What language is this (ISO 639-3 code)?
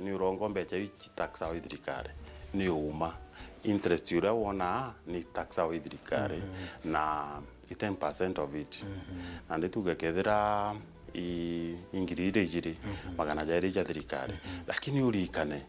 mer